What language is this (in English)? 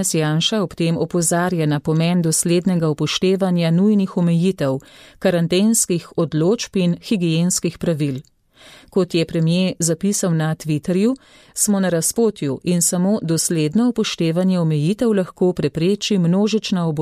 Slovenian